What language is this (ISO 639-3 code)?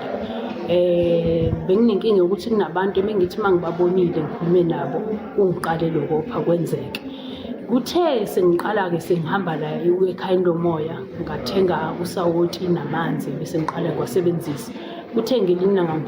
zul